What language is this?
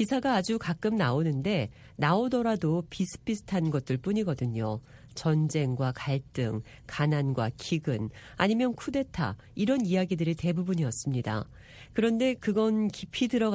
Korean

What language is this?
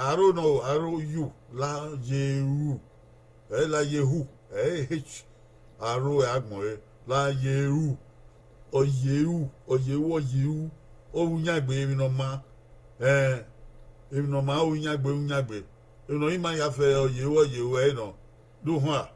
Bini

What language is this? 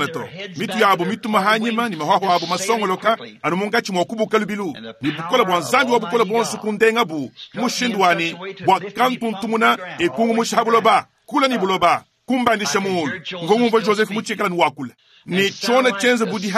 Luba-Lulua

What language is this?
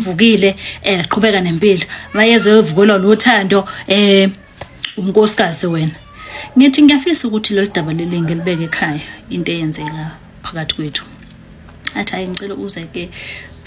Zulu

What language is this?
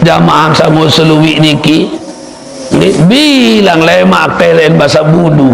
Sasak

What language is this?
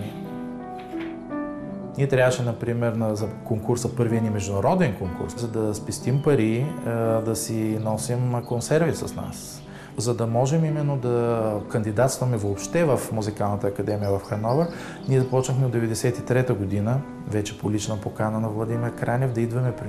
Bulgarian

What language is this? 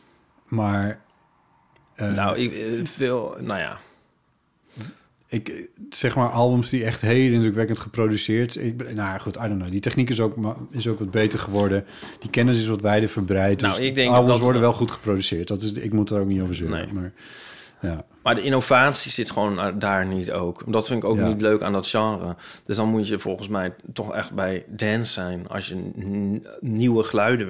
Dutch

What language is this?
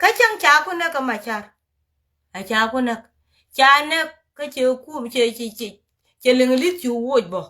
Nuer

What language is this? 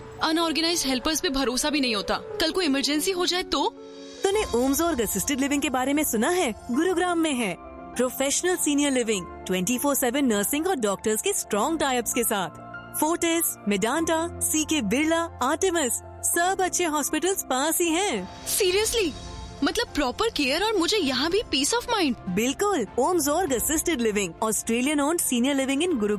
Hindi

